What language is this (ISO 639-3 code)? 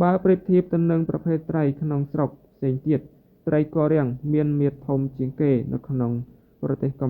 khm